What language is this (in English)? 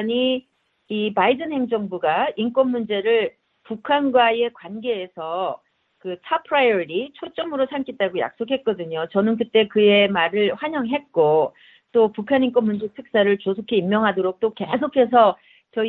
Korean